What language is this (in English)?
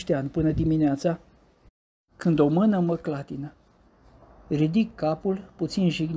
Romanian